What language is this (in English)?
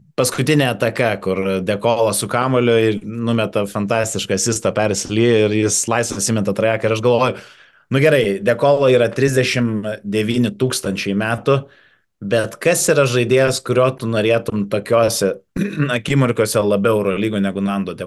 Lithuanian